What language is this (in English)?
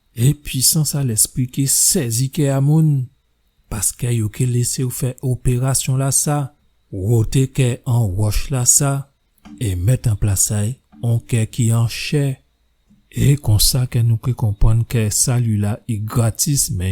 Guadeloupean Creole French